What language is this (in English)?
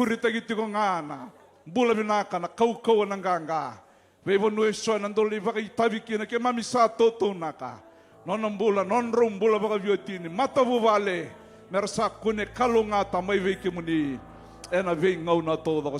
Fijian